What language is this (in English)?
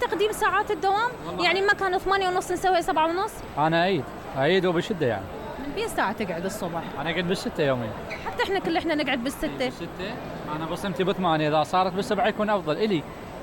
Mesopotamian Arabic